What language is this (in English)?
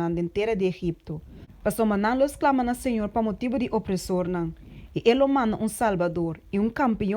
Papiamento